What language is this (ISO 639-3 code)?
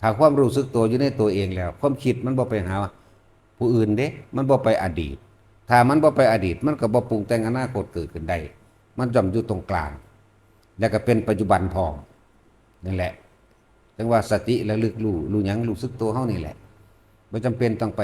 tts